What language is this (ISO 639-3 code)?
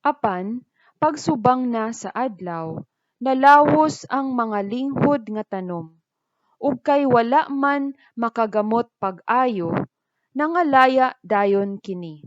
ceb